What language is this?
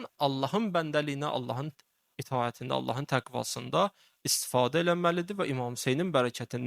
Azerbaijani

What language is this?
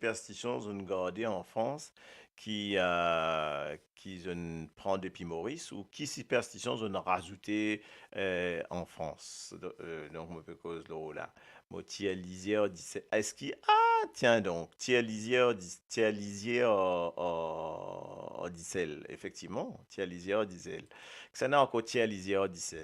Morisyen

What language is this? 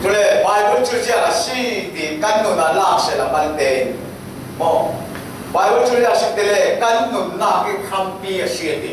Falam Chin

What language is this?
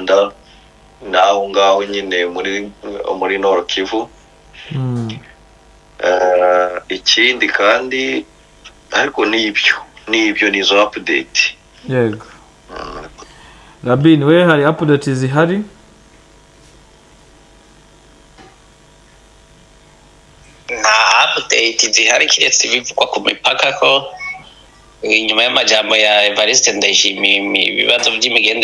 Kinyarwanda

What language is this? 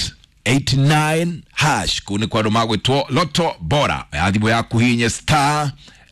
Kikuyu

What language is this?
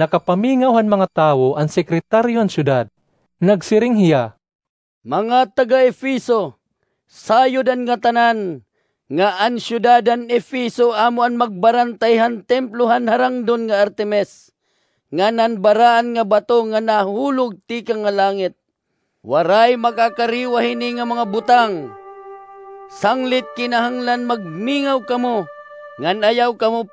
Waray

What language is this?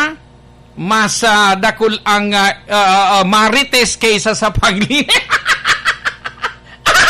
Bikol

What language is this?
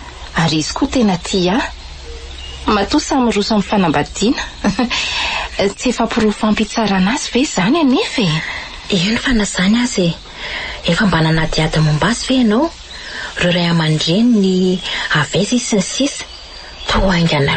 Malagasy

